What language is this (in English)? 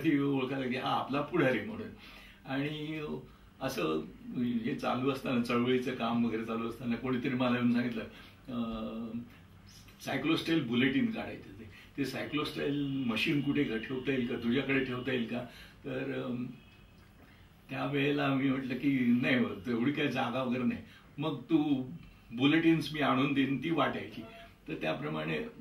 Marathi